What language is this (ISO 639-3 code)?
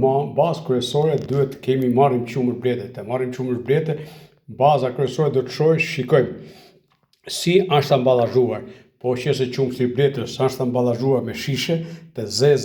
sqi